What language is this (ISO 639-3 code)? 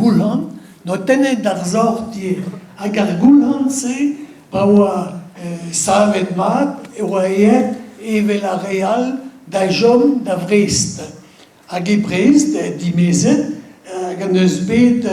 bre